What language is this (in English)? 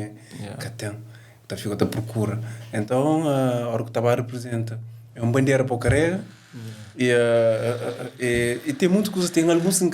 Kabuverdianu